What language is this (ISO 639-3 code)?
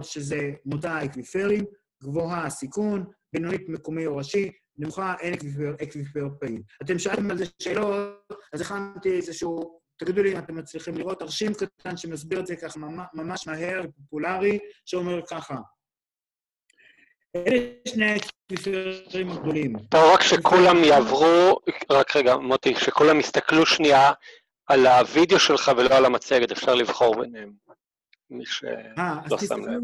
heb